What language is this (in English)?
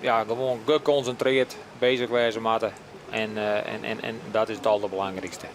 Western Frisian